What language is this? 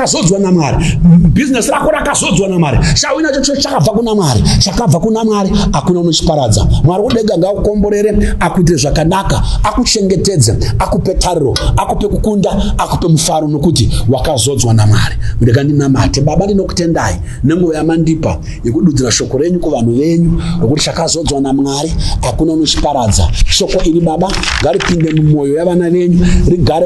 Shona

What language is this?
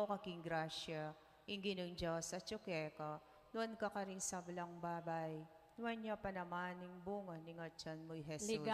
Pampanga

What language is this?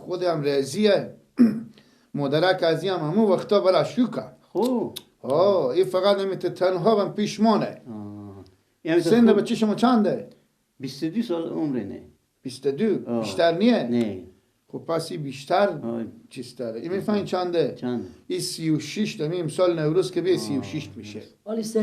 Persian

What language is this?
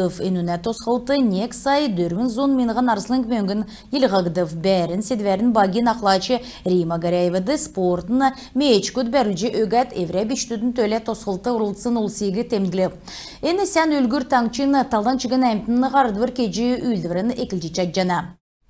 Kalmyk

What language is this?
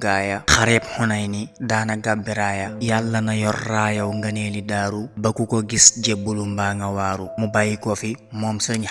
Wolof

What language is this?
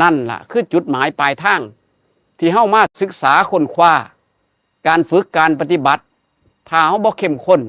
Northeastern Thai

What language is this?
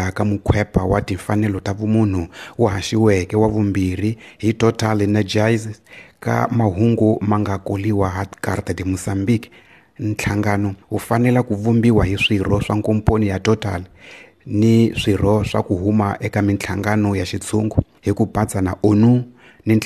Tsonga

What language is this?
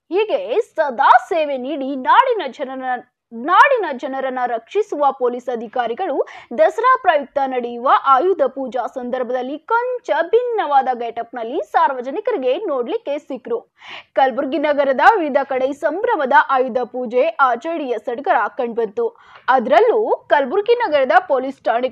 Kannada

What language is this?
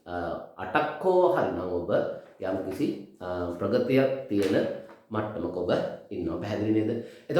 Sinhala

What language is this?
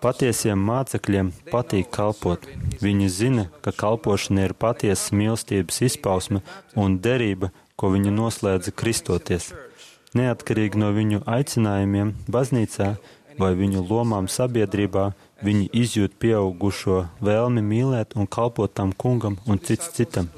Latvian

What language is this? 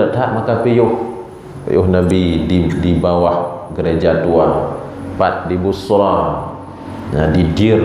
Achinese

